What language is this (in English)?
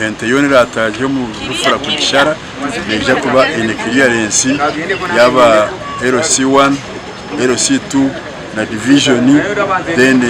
Nyankole